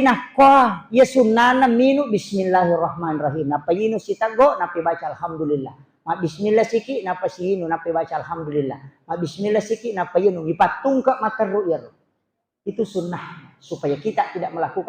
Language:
Buginese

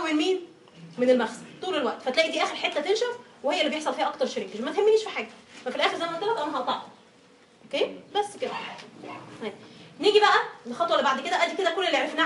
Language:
Egyptian Arabic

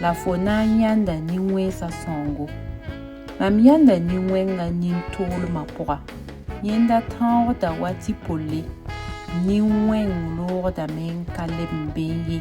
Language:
Mossi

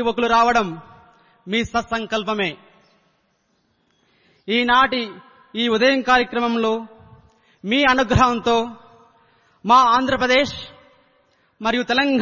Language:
Telugu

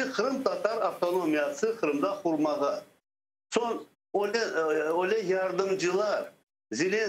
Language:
Crimean Tatar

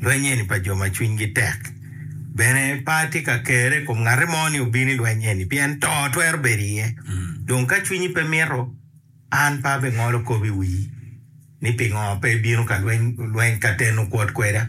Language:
Acoli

